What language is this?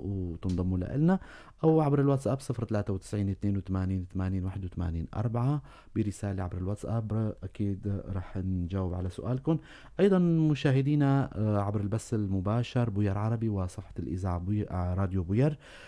North Levantine Arabic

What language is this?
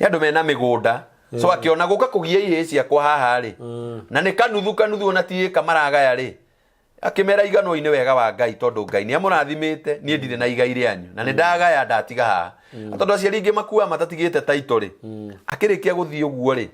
Kikuyu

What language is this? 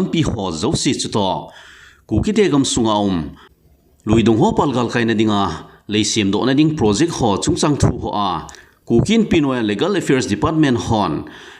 Thado Chin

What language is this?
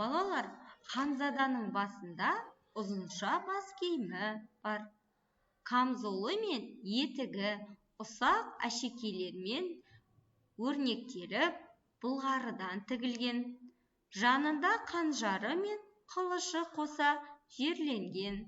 Kazakh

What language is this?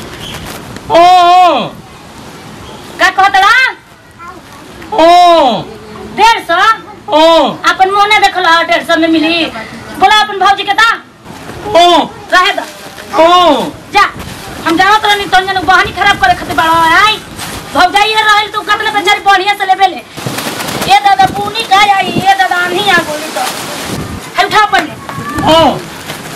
Bhojpuri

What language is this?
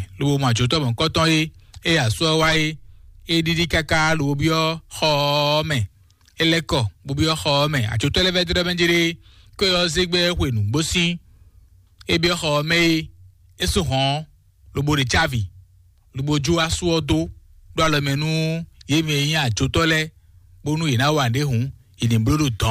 Fon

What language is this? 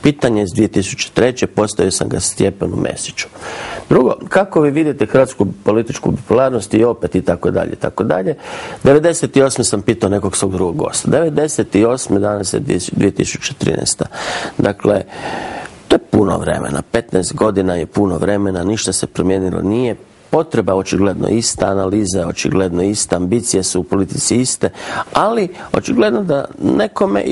Croatian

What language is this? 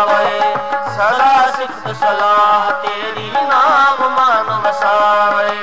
Punjabi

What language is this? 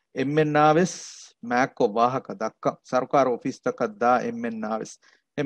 Divehi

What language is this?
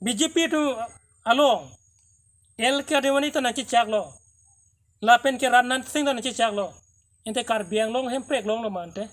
Karbi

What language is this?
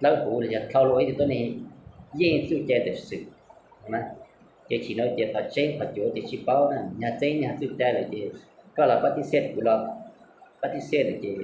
Hmong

